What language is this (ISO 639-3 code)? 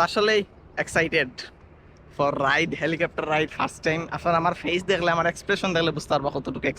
syl